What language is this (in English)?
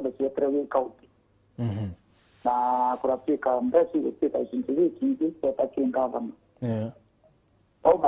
Meru